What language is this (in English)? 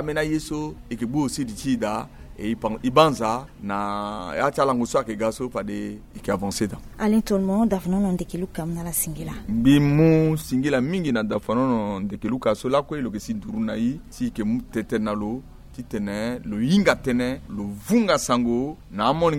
Sango